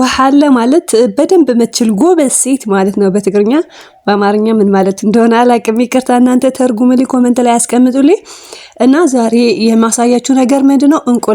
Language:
Amharic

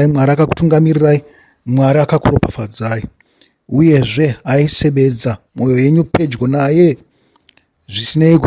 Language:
Shona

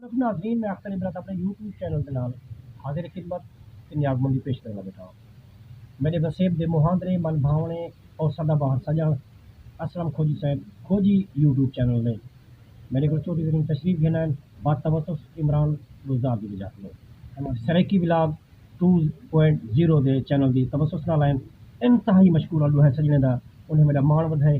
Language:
Saraiki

